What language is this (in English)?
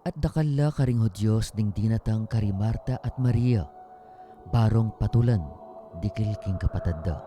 Pampanga